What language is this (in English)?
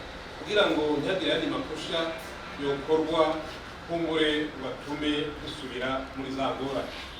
Rundi